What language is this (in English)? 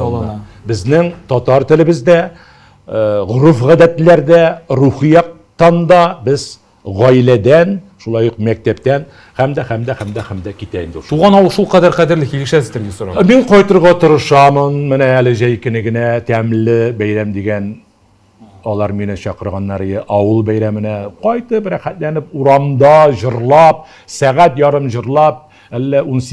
Tatar